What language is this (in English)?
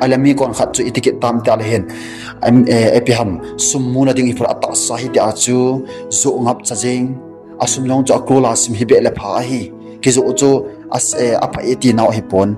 Thado Chin